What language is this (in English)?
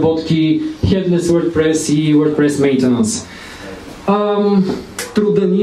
Bulgarian